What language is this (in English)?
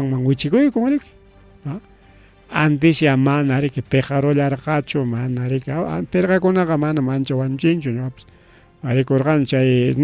Ayacucho Quechua